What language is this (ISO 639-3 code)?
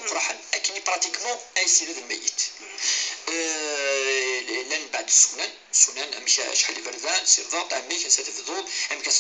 kab